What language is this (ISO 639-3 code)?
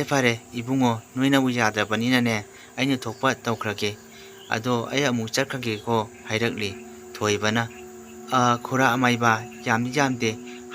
mni